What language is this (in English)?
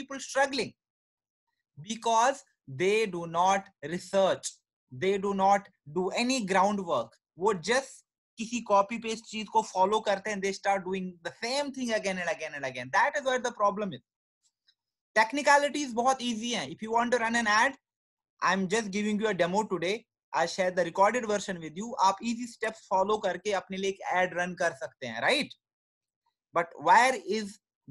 Hindi